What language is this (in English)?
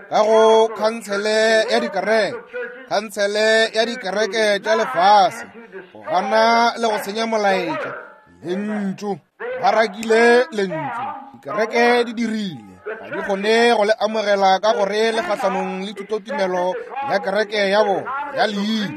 Northern Sotho